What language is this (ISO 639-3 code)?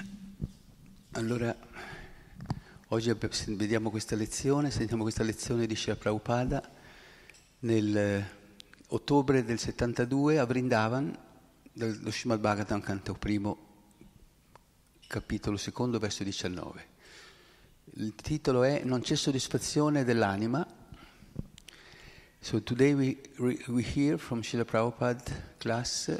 ita